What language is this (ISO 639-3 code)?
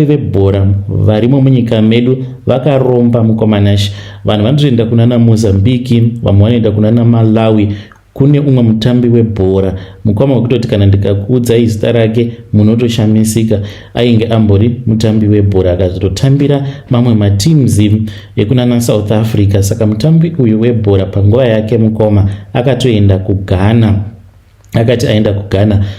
sna